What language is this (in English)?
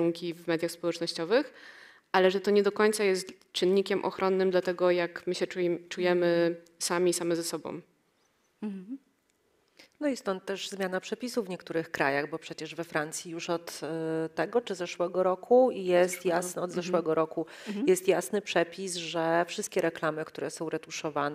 Polish